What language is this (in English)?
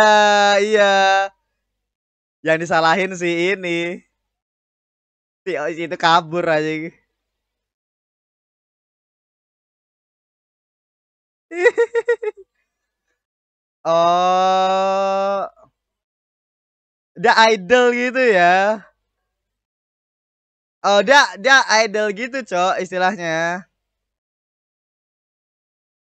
Indonesian